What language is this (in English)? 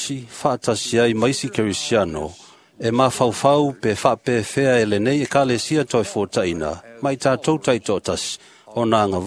Samoan